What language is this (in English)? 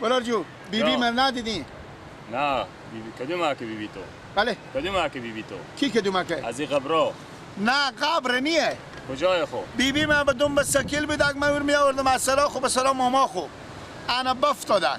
Persian